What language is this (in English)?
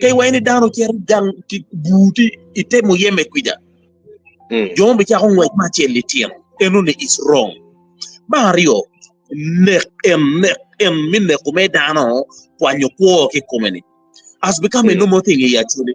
Acoli